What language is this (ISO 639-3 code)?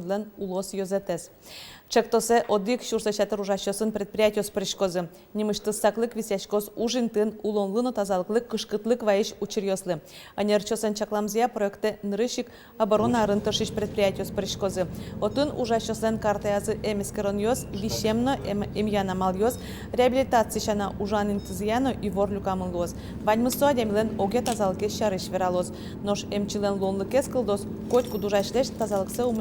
udm